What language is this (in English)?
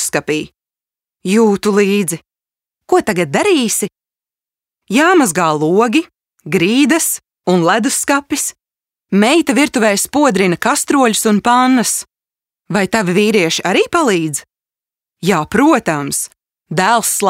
Latvian